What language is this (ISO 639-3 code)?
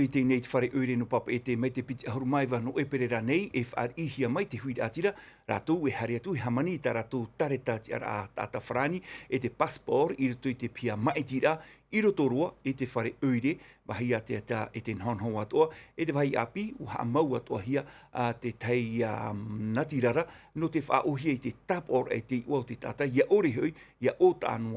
tah